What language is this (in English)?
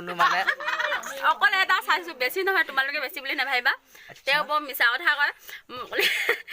Assamese